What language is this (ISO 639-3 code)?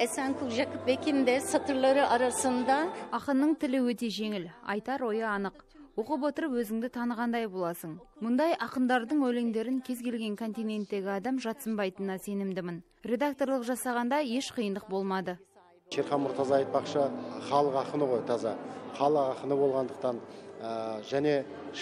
kaz